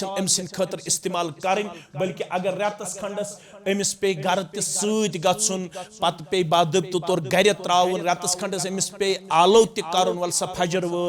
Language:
Kashmiri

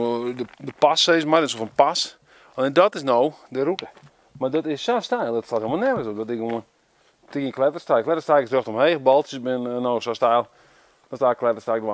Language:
Western Frisian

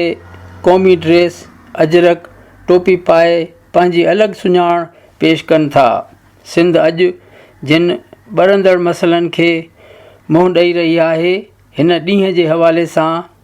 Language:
Sindhi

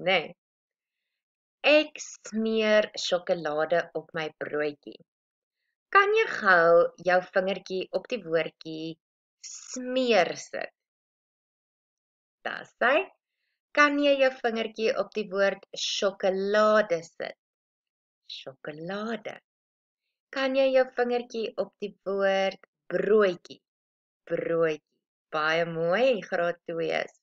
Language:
Afrikaans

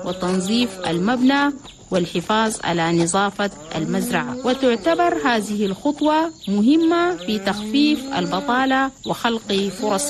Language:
Chadian Arabic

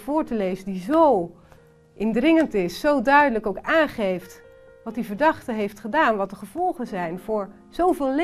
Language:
Dutch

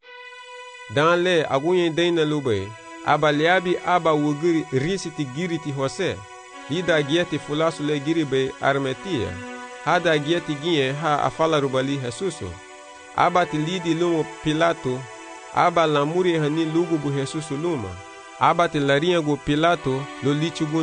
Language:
Garifuna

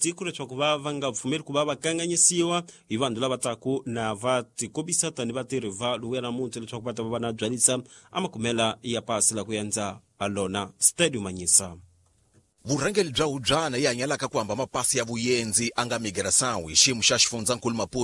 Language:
Tsonga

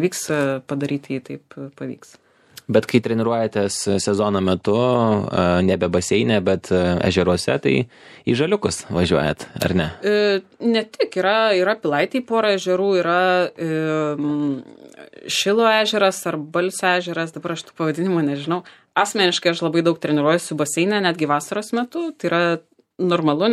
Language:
Lithuanian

